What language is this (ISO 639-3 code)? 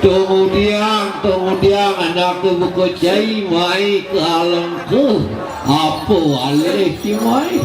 ban